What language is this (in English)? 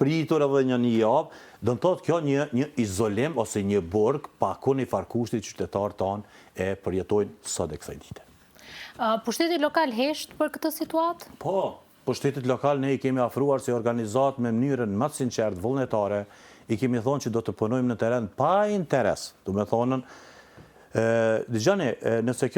Albanian